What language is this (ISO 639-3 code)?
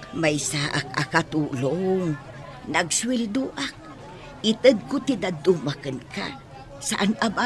ilo